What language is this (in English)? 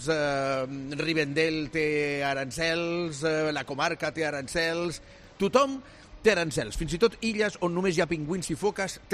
Catalan